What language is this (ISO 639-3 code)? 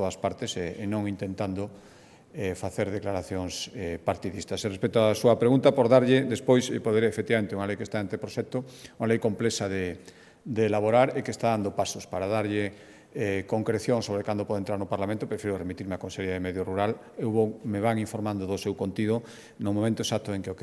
glg